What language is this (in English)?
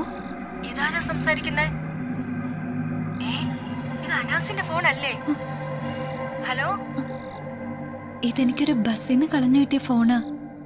Malayalam